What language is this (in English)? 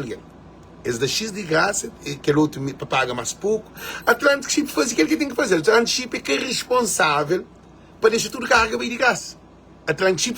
Kabuverdianu